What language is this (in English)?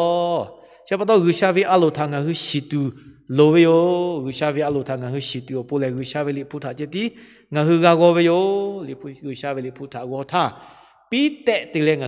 Lahu